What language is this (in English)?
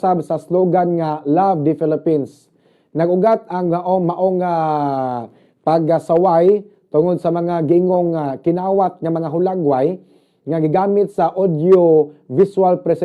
Cebuano